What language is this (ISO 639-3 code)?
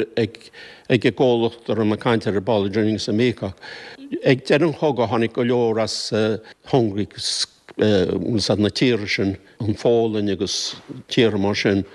gle